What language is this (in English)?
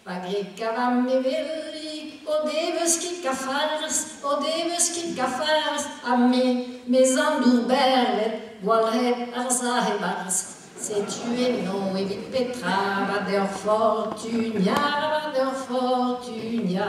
Breton